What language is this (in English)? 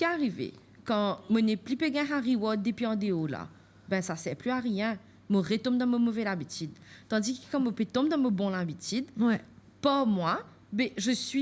Morisyen